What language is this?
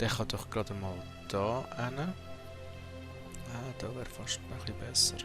Swiss German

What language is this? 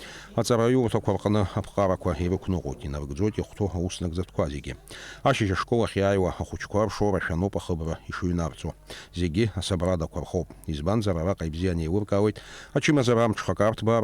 Abkhazian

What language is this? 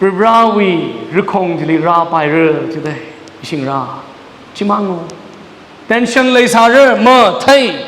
Tangkhul Naga (India)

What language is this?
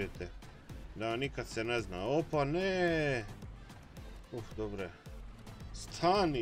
Croatian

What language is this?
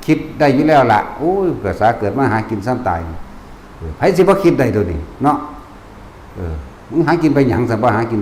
Lao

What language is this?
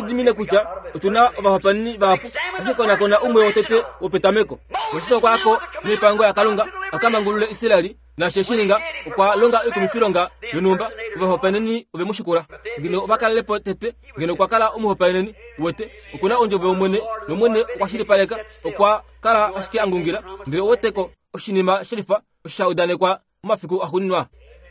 Kuanyama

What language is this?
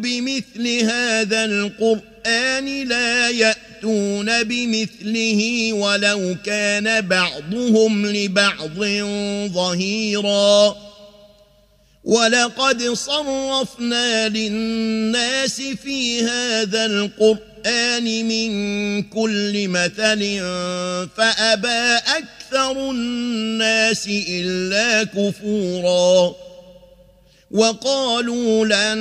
Arabic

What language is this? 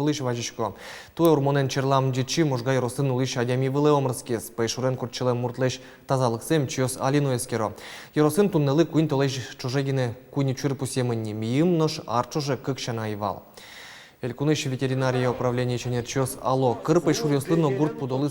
Udmurt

